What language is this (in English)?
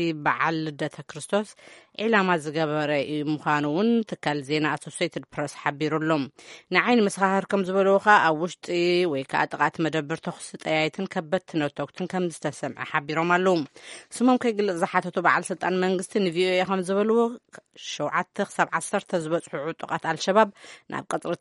Tigrinya